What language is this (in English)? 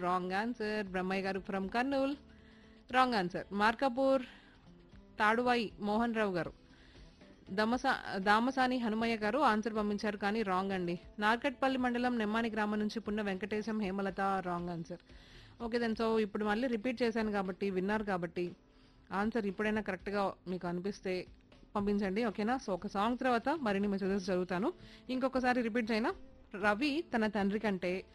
Telugu